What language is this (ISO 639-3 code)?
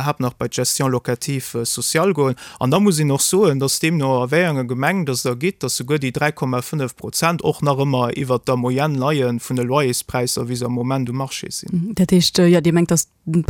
ltz